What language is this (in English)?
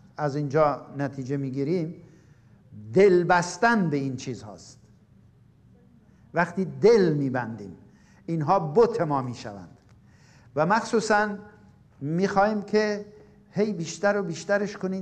Persian